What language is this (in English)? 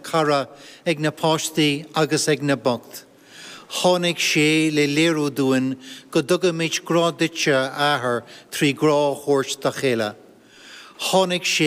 Irish